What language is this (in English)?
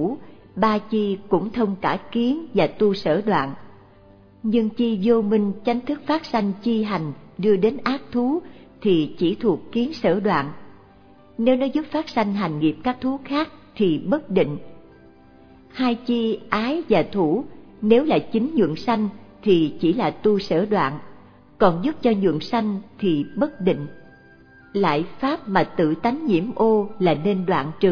Vietnamese